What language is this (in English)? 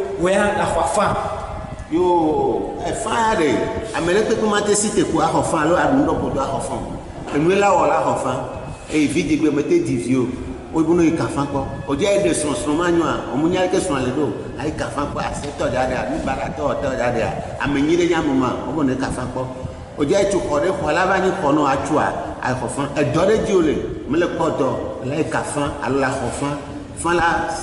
Ewe